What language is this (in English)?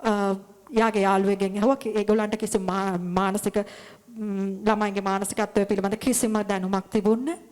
Sinhala